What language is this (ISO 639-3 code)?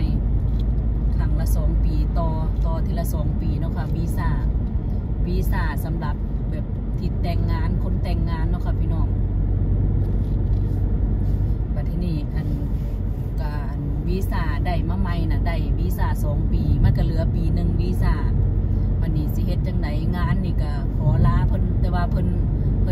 tts